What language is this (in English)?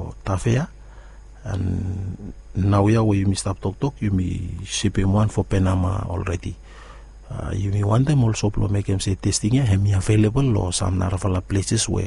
Bislama